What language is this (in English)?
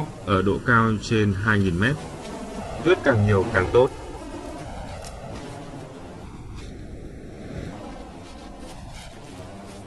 Vietnamese